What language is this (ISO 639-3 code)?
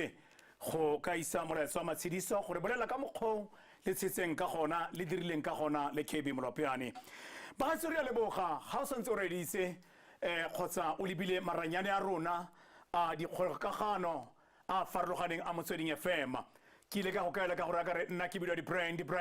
tsn